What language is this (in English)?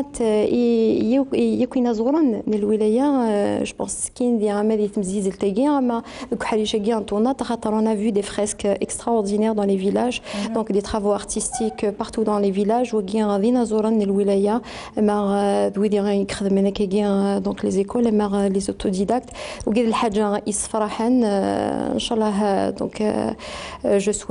Kabyle